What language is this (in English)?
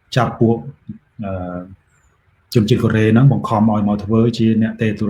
Khmer